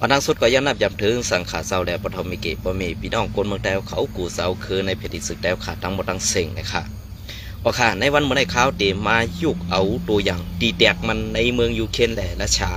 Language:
Shan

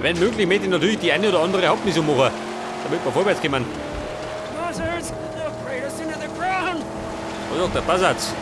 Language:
Bavarian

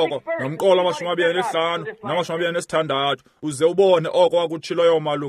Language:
Xhosa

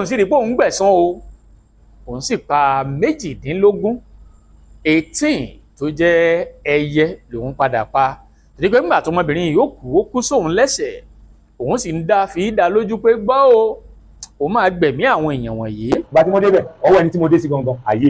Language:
Yoruba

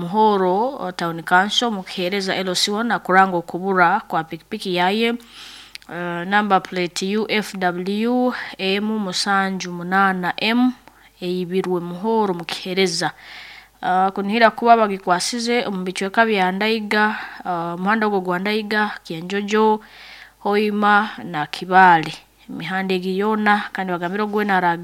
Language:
Nyoro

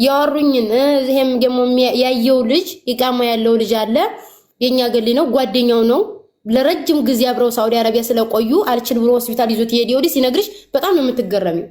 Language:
Amharic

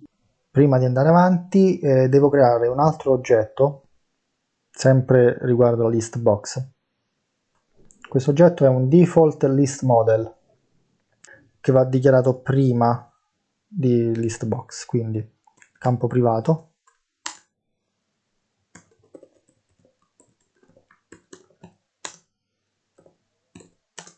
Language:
Italian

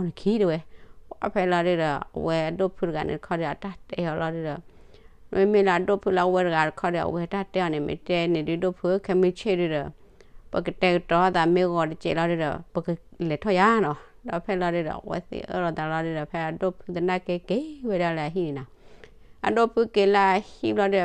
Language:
S'gaw Karen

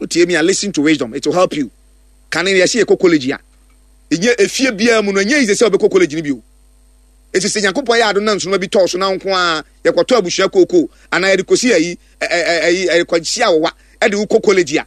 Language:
Akan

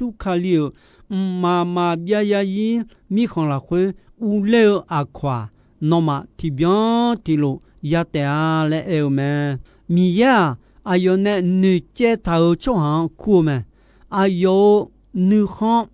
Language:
Akha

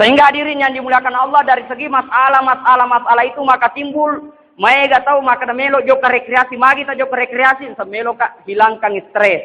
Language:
Buginese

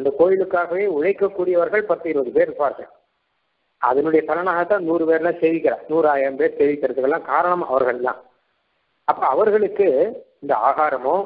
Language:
Tamil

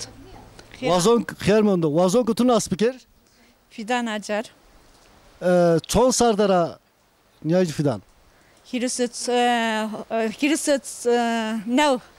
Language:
Zaza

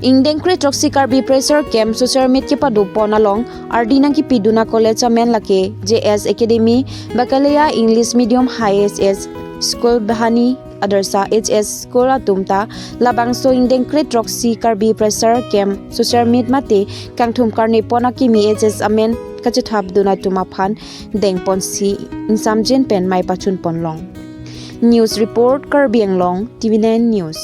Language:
Karbi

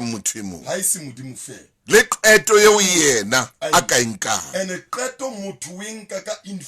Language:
Southern Sotho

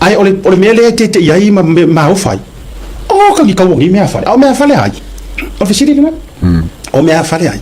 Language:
Samoan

